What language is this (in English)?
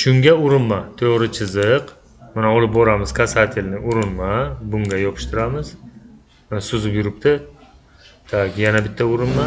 Uzbek